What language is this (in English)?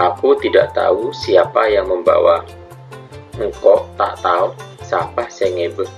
Madurese